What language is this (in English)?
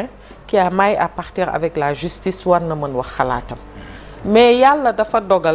Wolof